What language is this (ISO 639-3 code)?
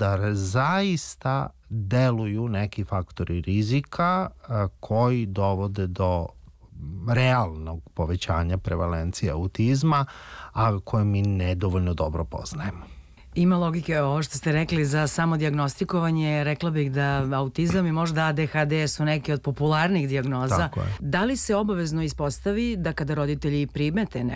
srp